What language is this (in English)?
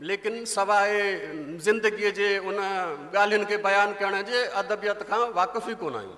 Sindhi